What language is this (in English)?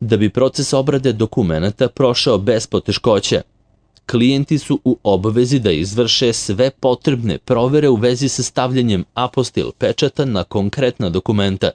Serbian